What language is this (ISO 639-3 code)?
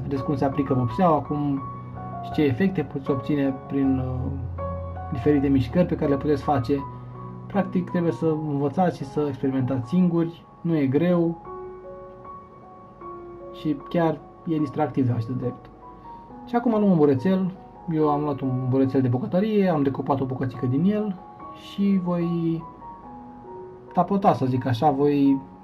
ron